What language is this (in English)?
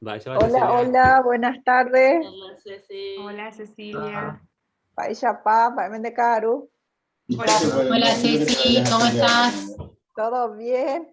Guarani